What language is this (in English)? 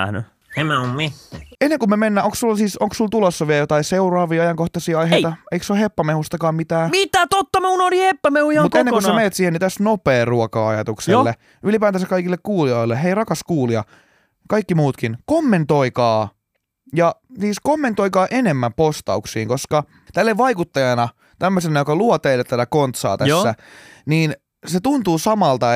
Finnish